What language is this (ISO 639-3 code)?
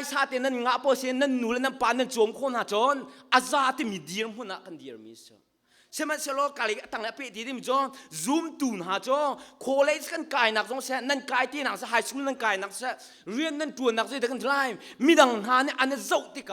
cnh